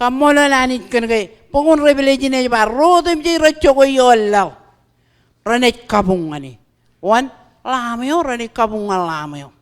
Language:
Marshallese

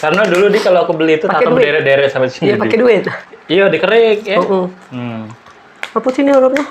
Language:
Musi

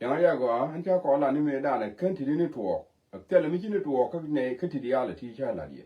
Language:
Nuer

